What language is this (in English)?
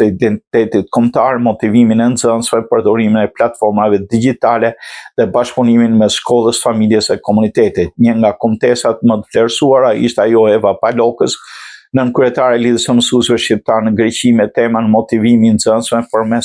Albanian